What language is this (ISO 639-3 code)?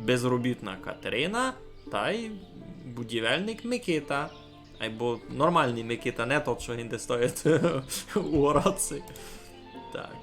rue